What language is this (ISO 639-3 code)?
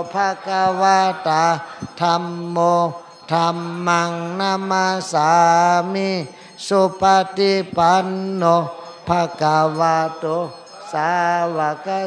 shn